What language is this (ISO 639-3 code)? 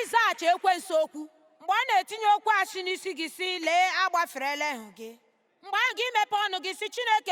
ibo